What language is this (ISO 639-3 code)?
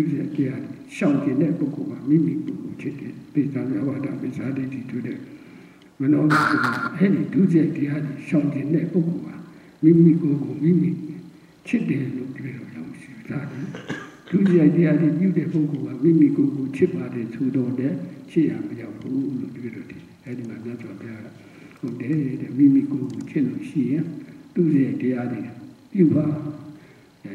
mya